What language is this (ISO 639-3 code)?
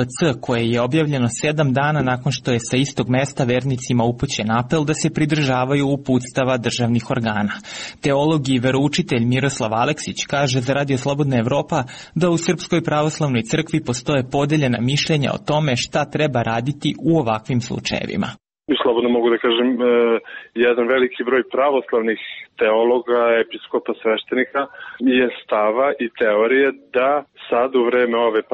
srp